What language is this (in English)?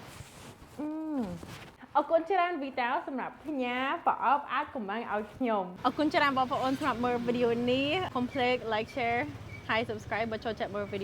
Khmer